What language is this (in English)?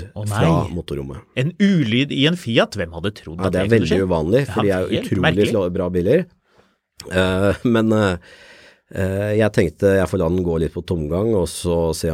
Norwegian